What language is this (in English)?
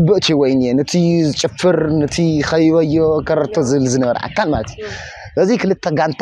Tigrinya